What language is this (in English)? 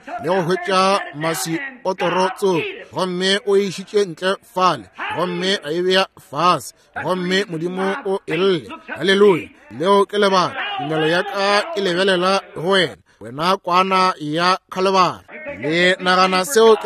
Northern Sotho